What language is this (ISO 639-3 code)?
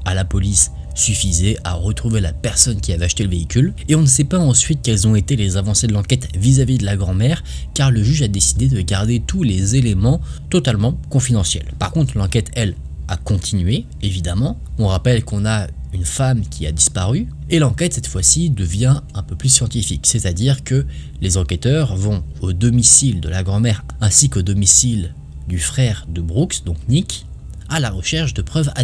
fra